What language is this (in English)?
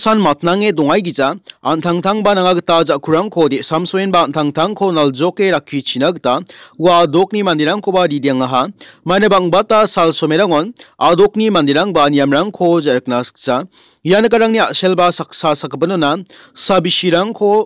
Garo